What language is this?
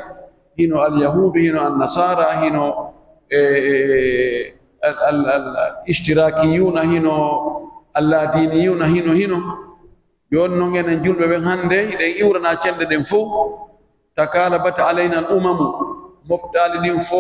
Pular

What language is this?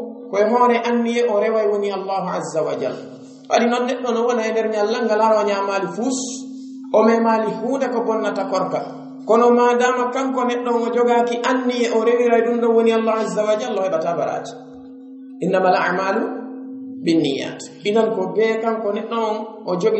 Pular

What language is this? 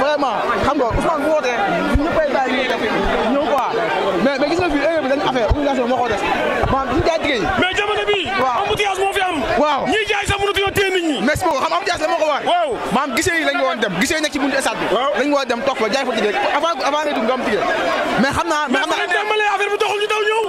Wolof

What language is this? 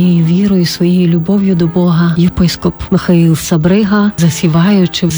Ukrainian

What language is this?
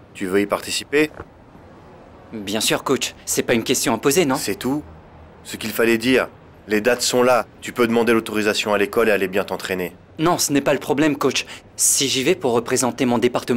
French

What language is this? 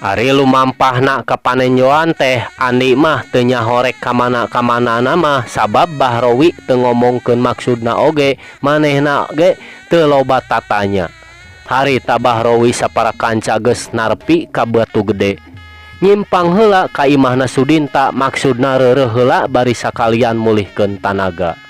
Sundanese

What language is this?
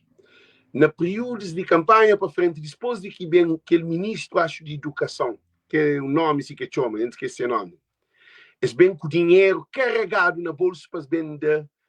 Kabuverdianu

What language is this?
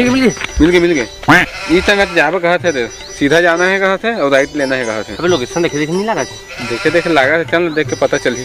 Chhattisgarhi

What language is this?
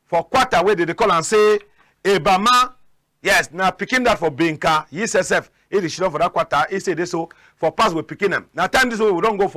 Cameroon Pidgin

